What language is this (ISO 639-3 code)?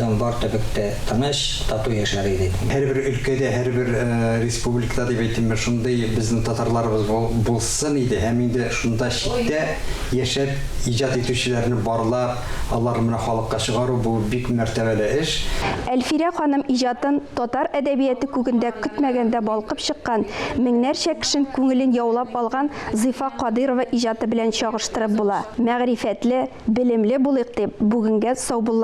tat